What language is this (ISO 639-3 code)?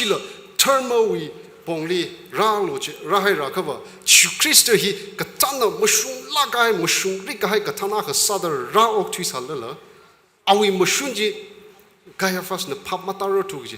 nmf